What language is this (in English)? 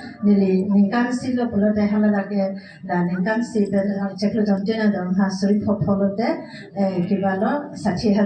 Karbi